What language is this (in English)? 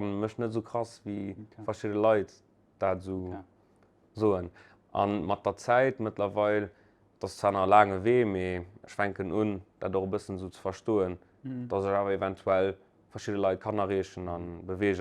Luxembourgish